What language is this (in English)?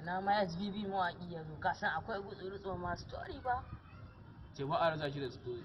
Hausa